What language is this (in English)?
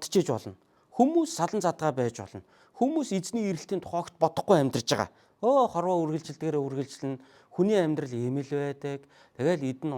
Mongolian